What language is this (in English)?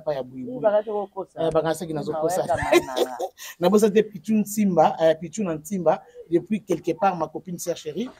Lingala